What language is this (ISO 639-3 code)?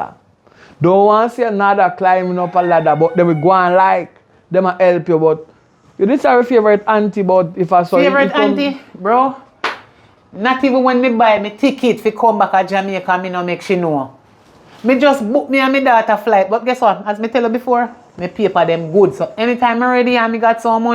jam